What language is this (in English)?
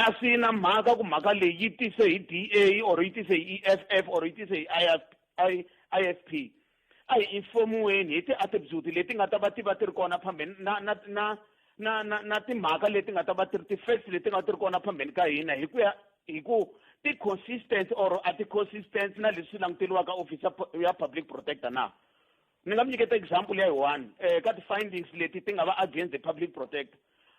Tsonga